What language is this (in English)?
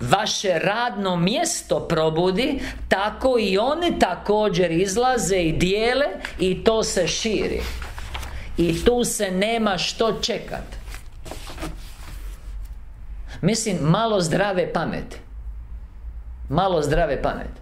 Croatian